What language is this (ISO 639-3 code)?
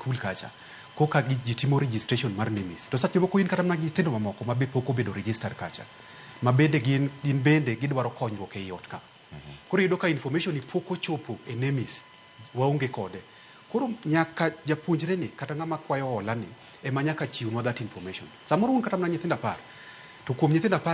luo